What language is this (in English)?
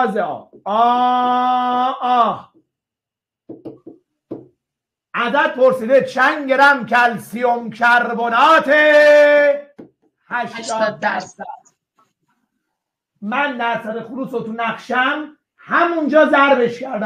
Persian